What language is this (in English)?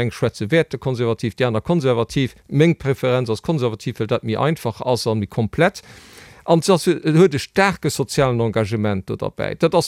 Luxembourgish